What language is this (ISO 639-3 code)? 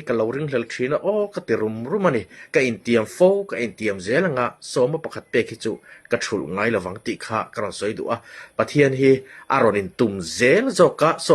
lus